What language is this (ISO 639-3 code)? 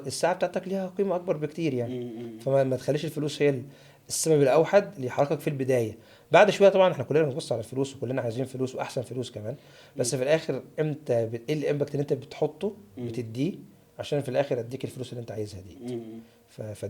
arz